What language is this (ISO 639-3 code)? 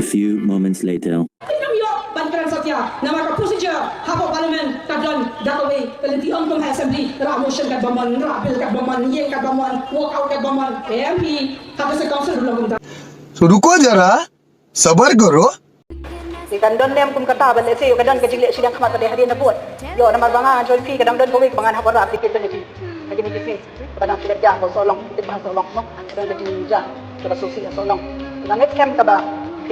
kha